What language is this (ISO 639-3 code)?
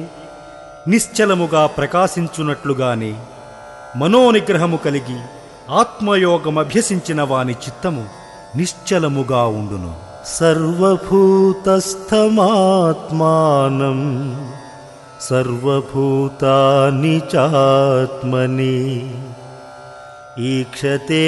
tel